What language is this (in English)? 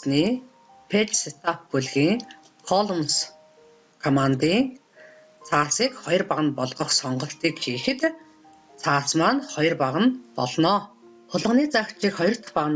Mongolian